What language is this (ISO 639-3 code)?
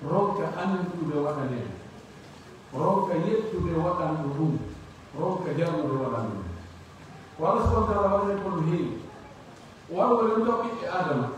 fuf